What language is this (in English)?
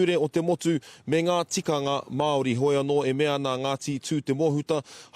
Māori